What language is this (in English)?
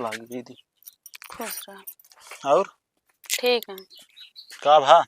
Awadhi